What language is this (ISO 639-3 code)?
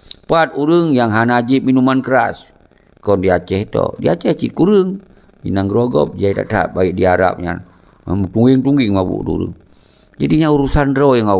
ace